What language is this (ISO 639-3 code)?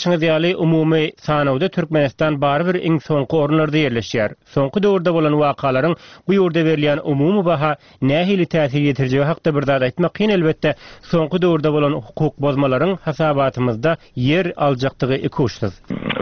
tuk